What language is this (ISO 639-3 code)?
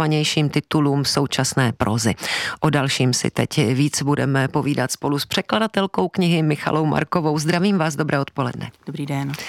ces